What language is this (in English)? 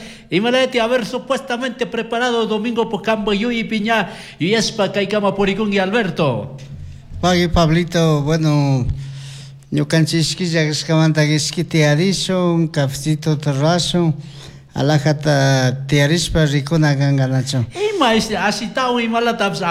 Chimborazo Highland Quichua